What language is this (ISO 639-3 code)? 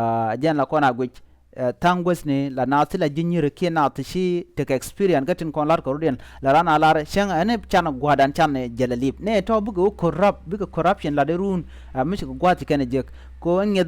nus